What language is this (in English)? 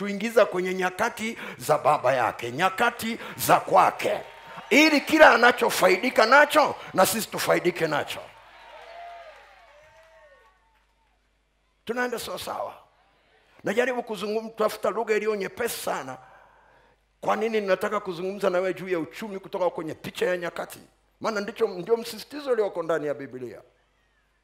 Swahili